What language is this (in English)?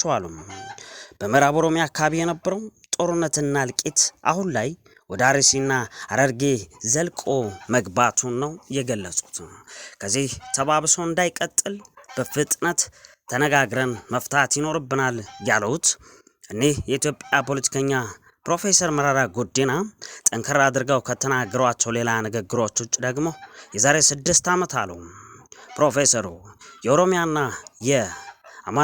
Amharic